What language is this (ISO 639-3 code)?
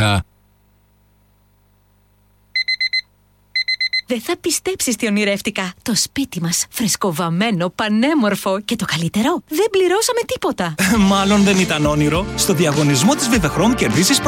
ell